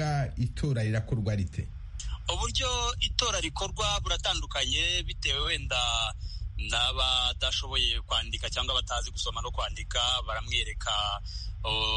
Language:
Kinyarwanda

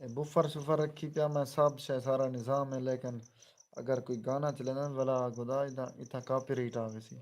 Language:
Saraiki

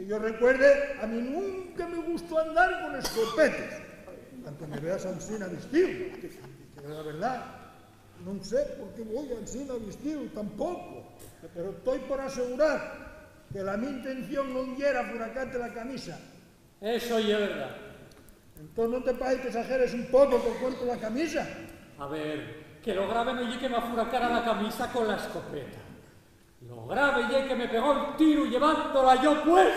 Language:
Asturian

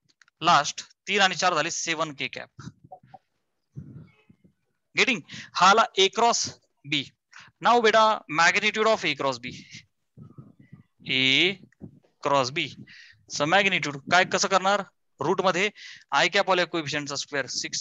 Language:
Marathi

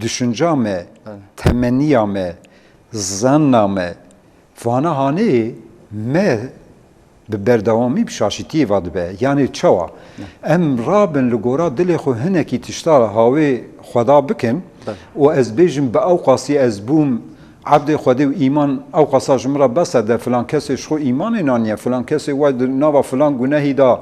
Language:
Kurdish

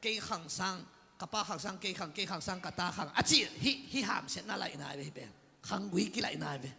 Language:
Tedim Chin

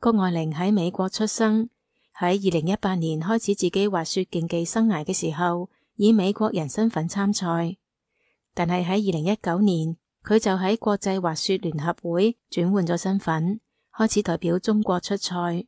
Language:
Cantonese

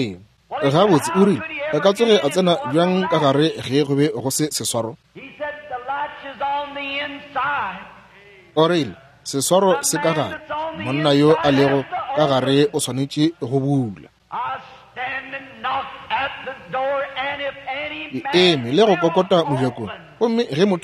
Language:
Northern Sotho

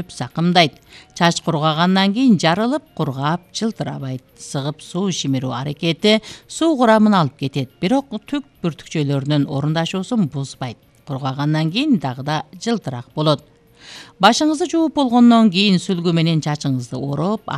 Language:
Kyrgyz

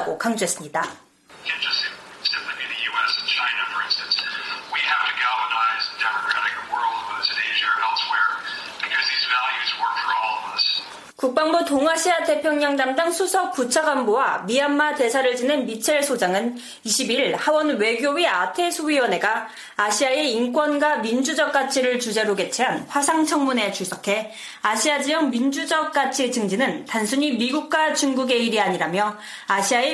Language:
Korean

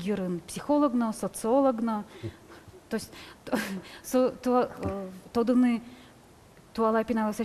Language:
Udmurt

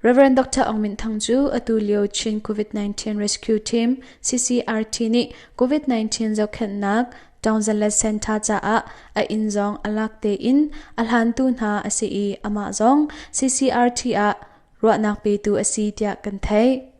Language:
Hakha Chin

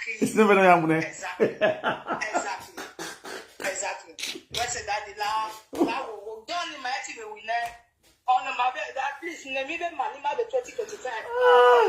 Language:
Nigerian Pidgin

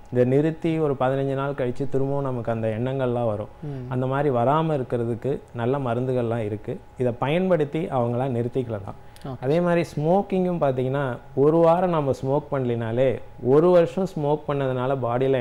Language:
Tamil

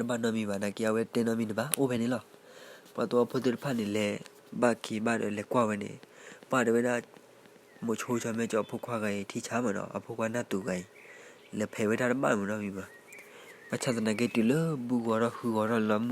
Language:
S'gaw Karen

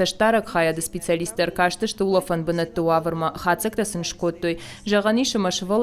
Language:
Ossetic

